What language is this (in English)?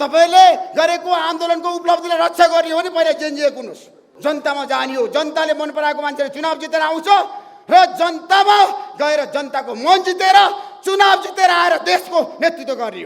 Nepali